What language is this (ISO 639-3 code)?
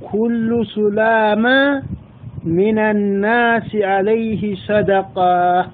sid